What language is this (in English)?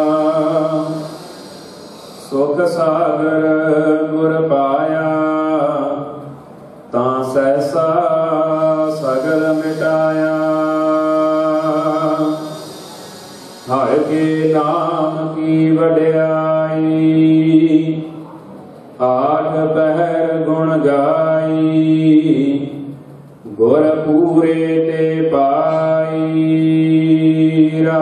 Punjabi